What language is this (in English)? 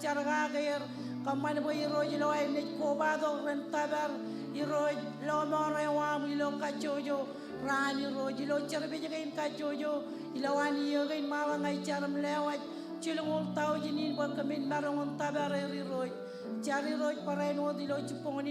Marshallese